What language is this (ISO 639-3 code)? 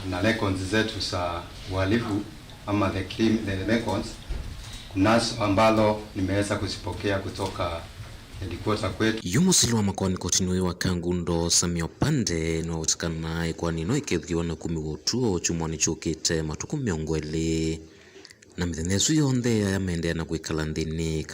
kam